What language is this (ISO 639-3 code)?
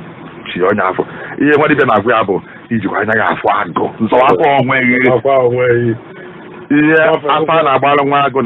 ibo